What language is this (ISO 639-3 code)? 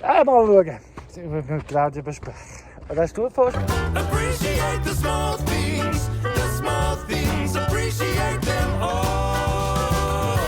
gsw